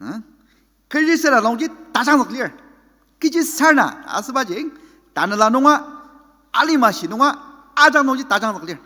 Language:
Ao Naga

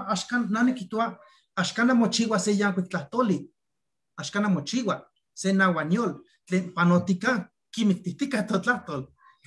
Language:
Eastern Huasteca Nahuatl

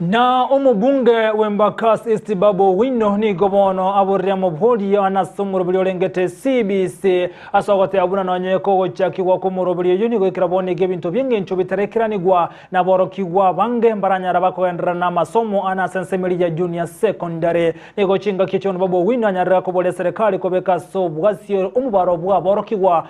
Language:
Gusii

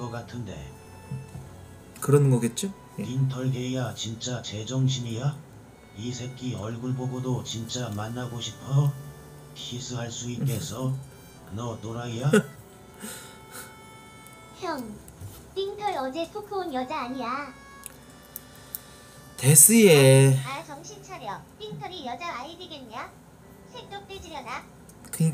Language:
Korean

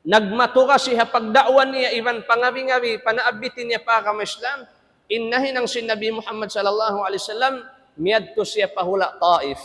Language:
Tausug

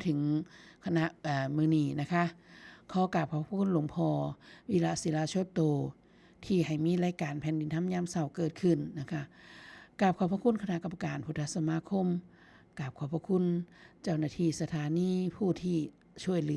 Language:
Northeastern Thai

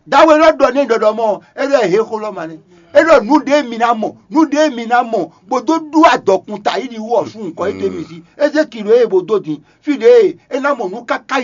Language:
Fon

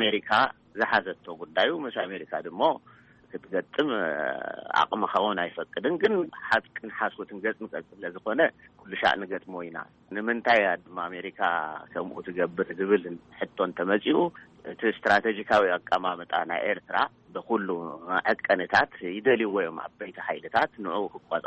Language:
Tigrinya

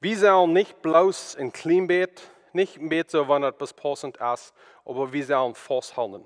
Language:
Plautdietsch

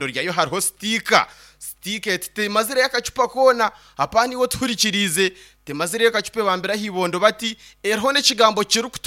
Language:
Nyankole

